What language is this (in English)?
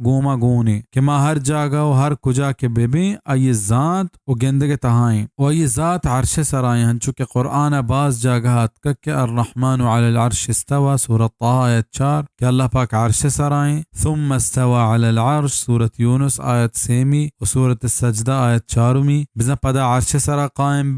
Baluchi